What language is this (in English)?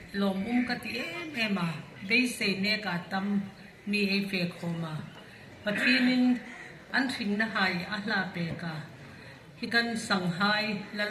Hmar